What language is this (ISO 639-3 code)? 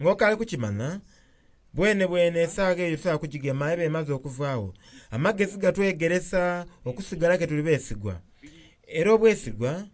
xog